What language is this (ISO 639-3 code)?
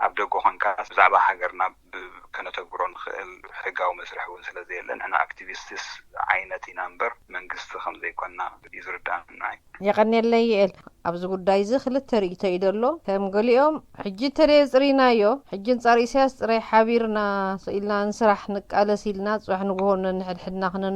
tir